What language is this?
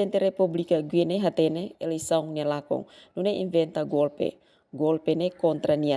Tetum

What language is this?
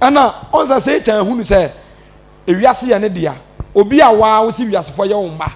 Akan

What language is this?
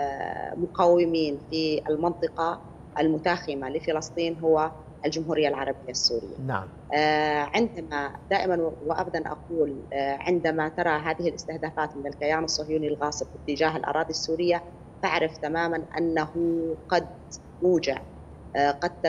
Arabic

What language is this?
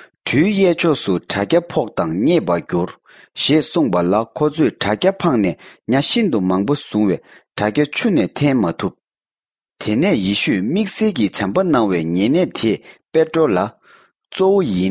Tibetan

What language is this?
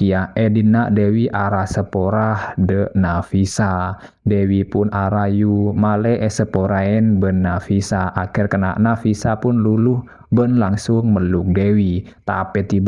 Madurese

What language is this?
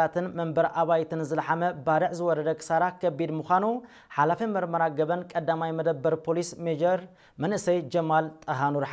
Tigrinya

